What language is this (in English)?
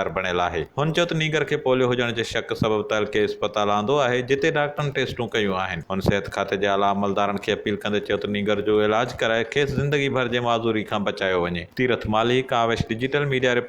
Sindhi